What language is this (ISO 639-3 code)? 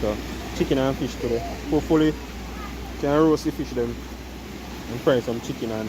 jam